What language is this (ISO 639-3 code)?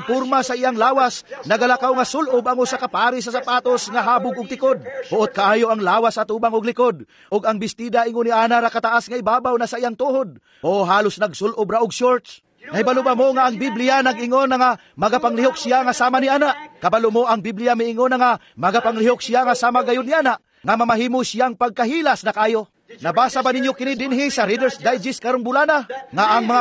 ceb